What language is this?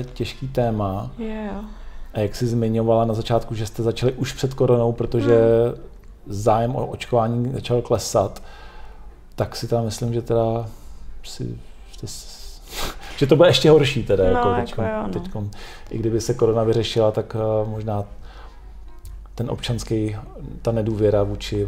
Czech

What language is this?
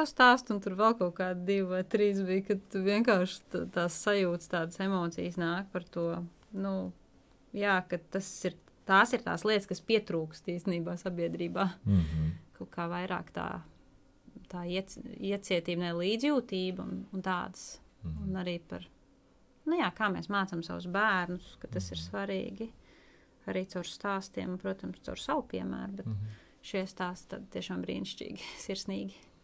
Latvian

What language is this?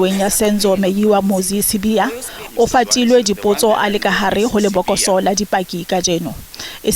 Southern Sotho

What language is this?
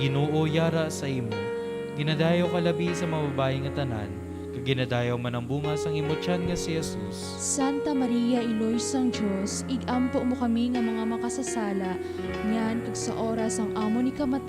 Hiligaynon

